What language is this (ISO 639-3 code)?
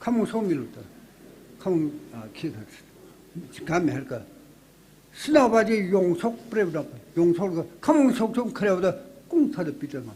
nmf